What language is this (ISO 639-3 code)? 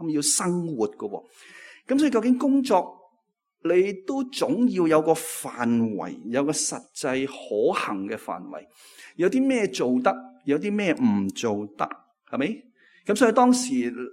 yue